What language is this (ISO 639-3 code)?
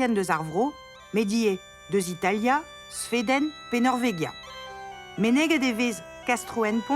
bre